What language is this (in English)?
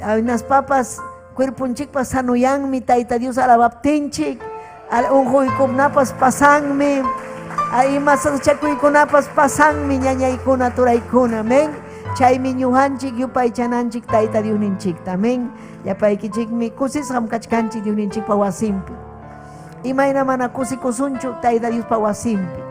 Ayacucho Quechua